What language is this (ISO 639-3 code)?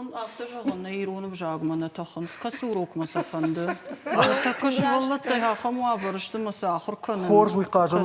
oss